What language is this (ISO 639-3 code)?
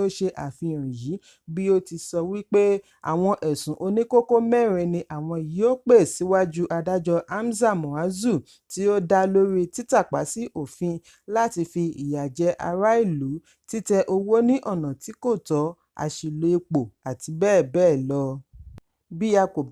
yor